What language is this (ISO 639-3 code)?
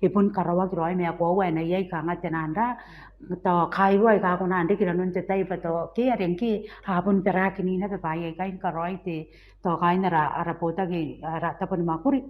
gil